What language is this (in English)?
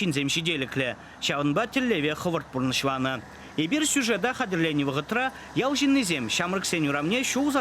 Chuvash